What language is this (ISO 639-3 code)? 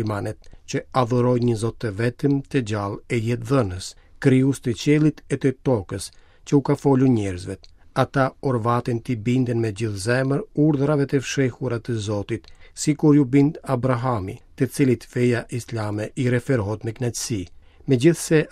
sqi